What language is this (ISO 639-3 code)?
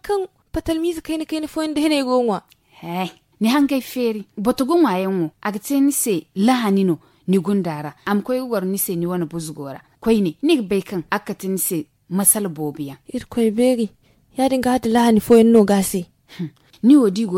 dje